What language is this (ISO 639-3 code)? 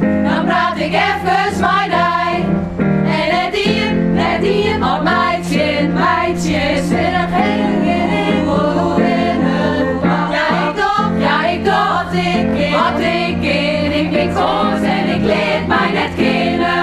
fry